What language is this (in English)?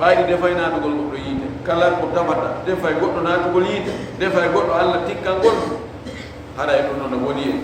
Fula